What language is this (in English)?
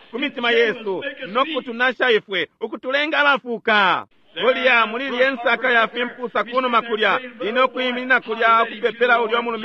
Bemba